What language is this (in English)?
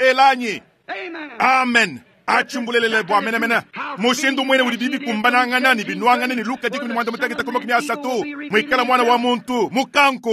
Luba-Lulua